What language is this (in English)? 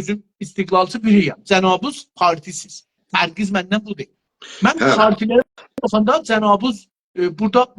South Azerbaijani